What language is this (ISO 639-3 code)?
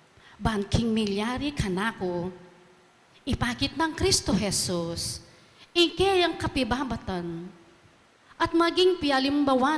pam